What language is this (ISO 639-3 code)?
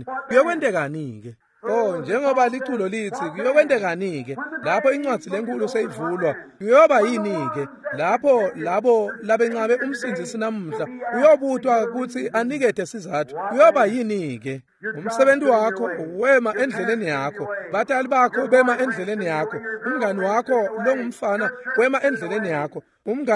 ssw